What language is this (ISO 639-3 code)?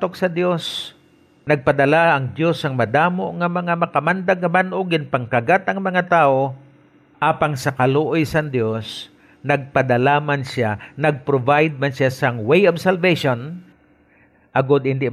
hil